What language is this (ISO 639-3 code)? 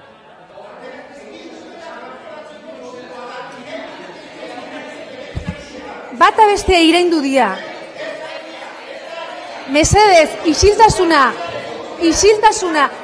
eus